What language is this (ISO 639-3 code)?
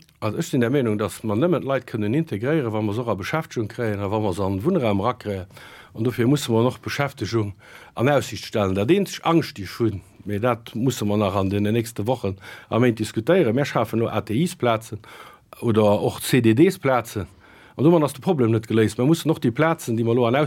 ltz